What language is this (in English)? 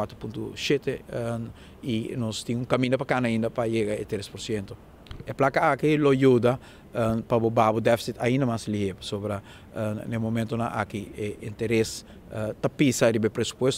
Papiamento